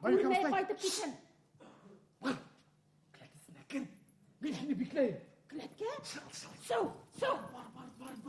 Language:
Bashkir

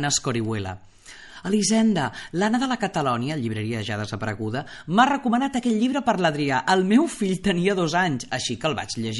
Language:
Catalan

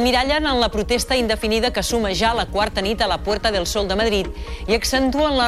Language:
Catalan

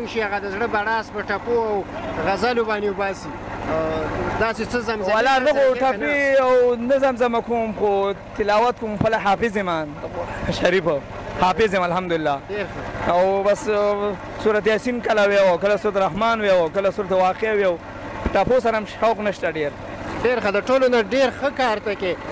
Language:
Pashto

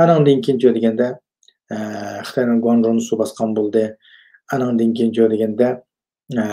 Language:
Uyghur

